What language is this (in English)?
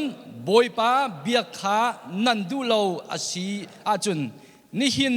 Hakha Chin